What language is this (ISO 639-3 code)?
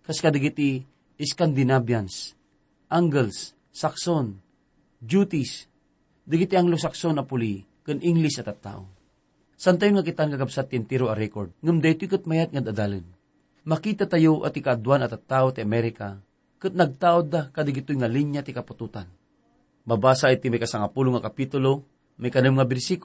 ilo